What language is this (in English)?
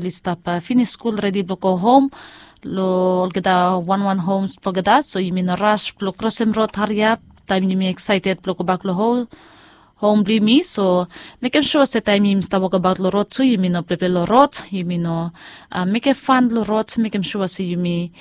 Bislama